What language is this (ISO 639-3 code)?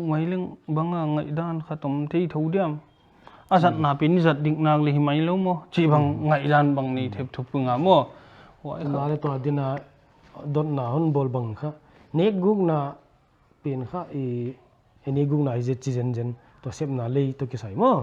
pck